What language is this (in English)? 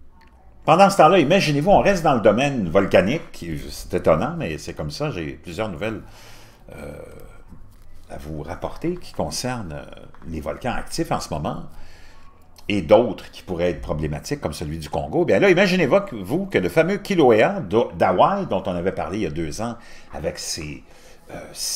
French